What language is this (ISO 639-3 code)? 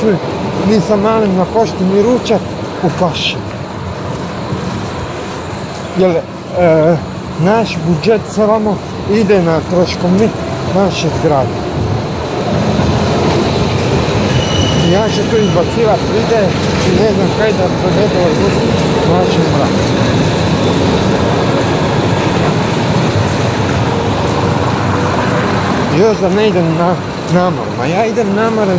hrv